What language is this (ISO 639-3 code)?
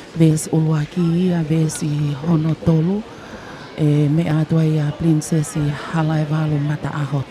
ton